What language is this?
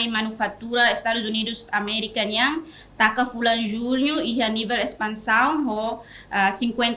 Tetum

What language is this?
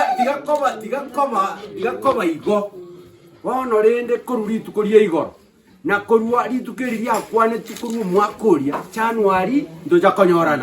Gusii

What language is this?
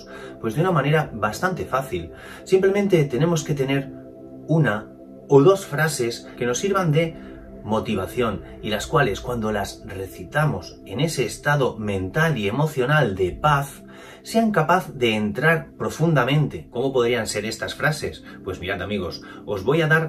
Spanish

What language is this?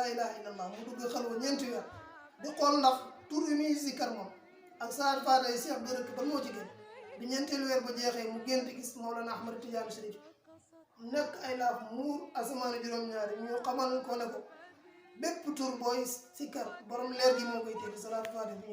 Wolof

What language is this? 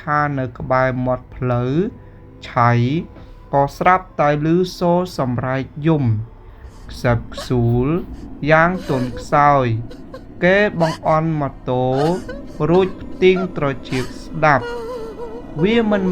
Khmer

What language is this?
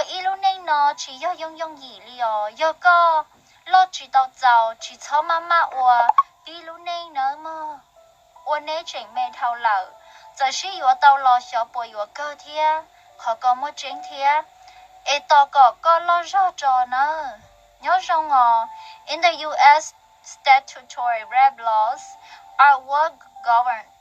Hmong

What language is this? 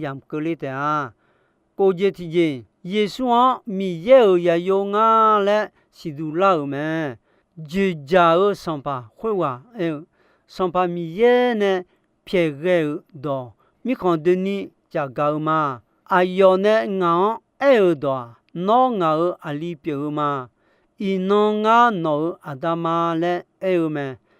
Akha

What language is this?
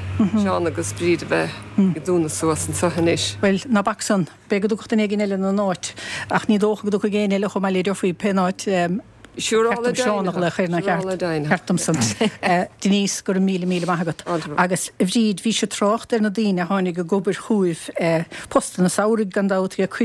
Irish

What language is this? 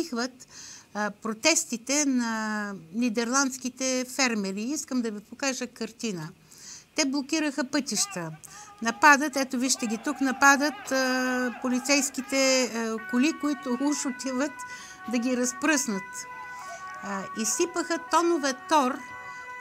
Bulgarian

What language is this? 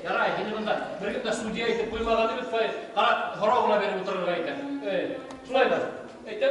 Bashkir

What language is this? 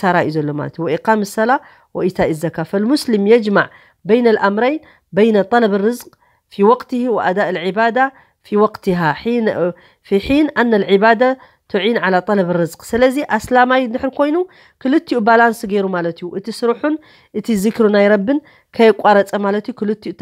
Tigrinya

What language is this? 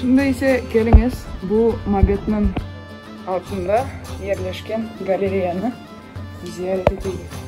Crimean Tatar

